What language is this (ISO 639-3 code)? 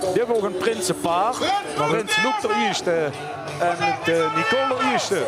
lim